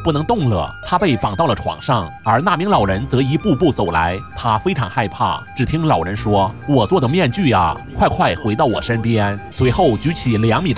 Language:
Chinese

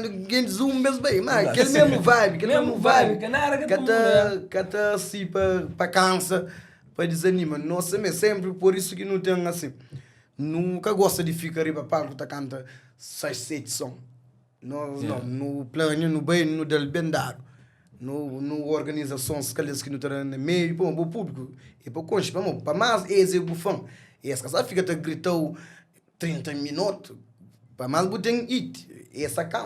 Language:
Kabuverdianu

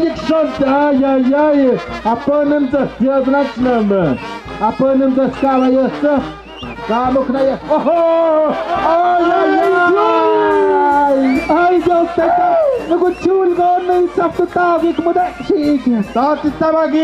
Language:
Tlahuitoltepec Mixe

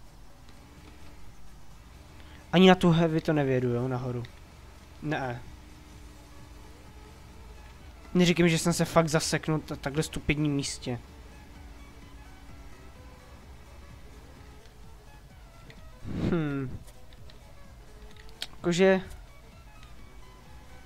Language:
Czech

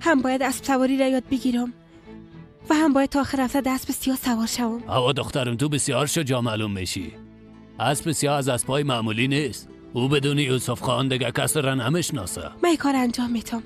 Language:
Persian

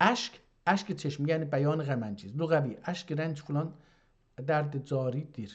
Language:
South Azerbaijani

